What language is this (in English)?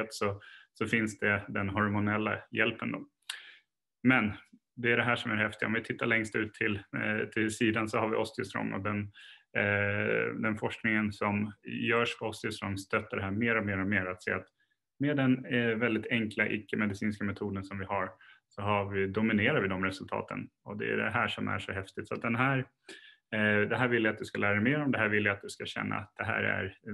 Swedish